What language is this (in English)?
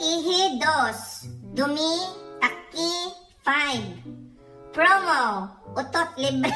Iloko